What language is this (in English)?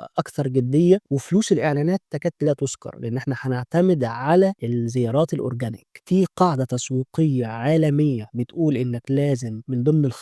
Egyptian Arabic